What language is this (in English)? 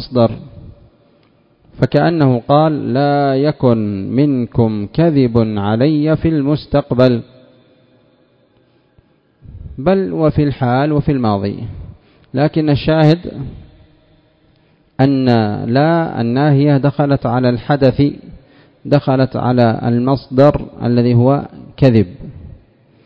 Arabic